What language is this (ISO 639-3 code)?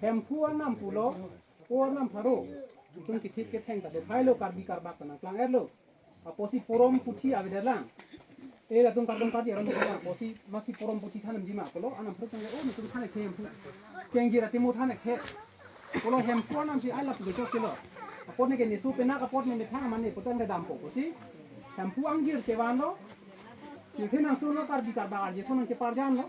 mjw